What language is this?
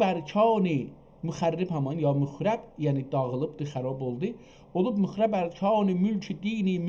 South Azerbaijani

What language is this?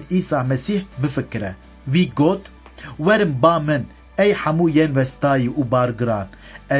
Kurdish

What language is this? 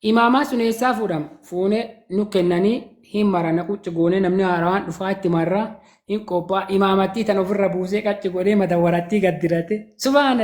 Oromo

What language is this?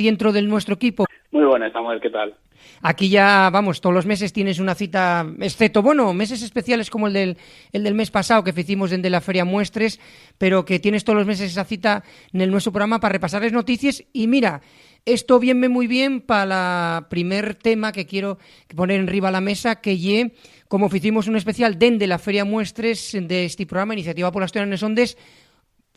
Asturian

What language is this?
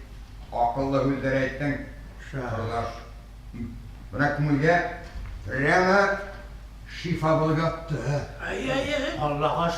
Bashkir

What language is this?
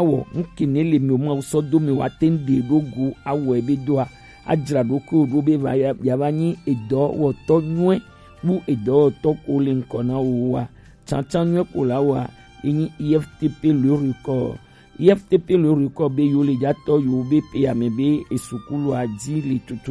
Gen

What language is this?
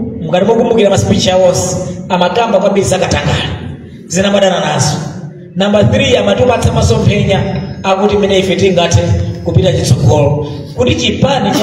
Nyanja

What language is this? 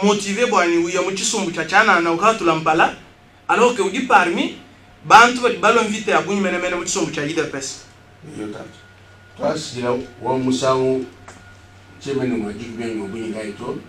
Luba-Lulua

